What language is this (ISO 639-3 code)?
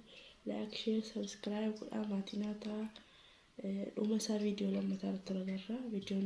orm